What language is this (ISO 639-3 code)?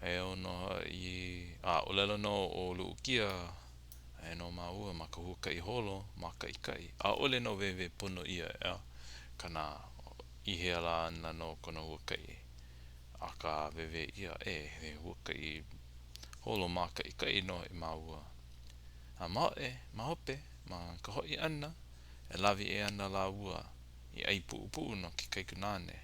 haw